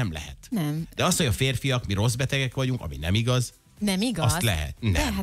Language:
Hungarian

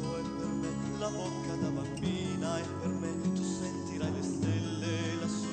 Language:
Italian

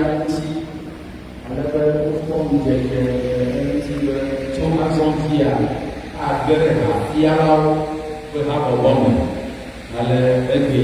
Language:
Ewe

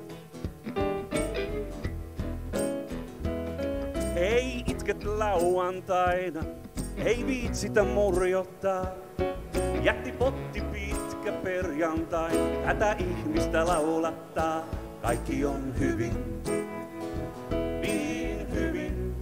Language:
Finnish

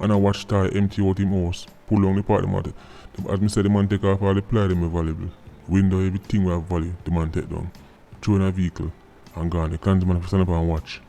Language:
Jamaican Creole English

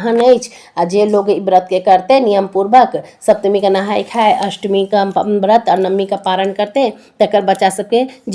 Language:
Maithili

